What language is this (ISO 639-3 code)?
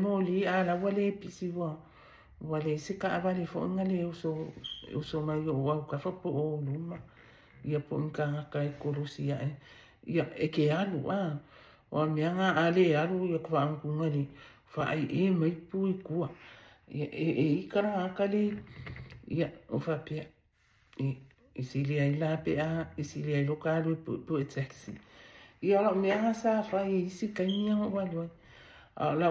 smo